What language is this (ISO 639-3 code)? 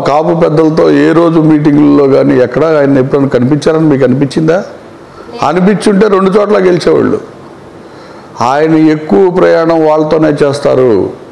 tel